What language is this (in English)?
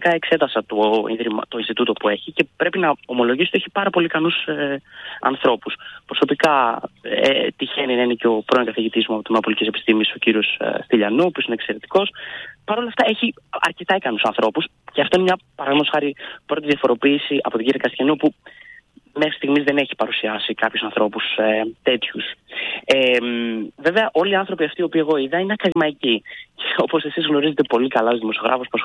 Greek